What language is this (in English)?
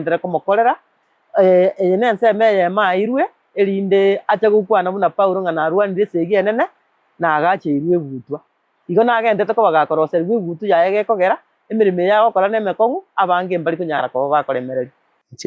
Gusii